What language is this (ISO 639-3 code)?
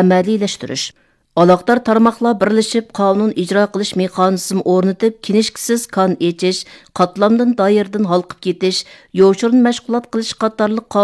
uig